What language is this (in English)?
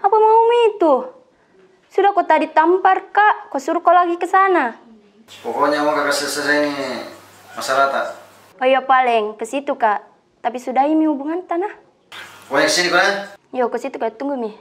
Makassar Malay